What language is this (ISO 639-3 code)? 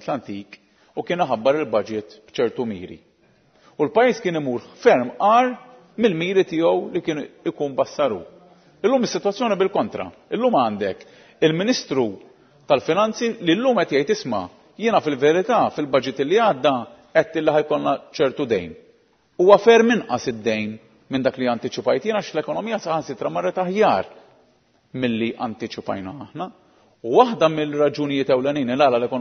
mlt